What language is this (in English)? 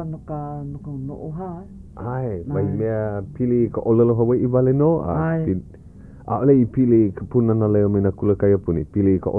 Hawaiian